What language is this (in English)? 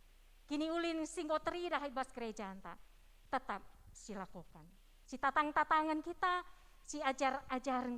Batak Karo